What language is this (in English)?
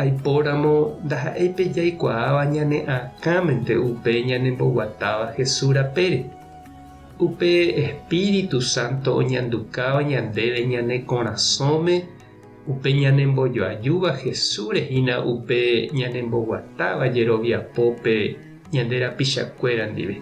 Guarani